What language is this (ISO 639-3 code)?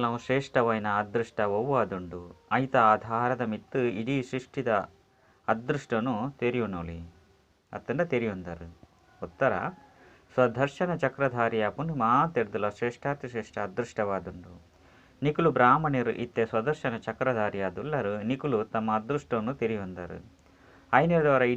tcy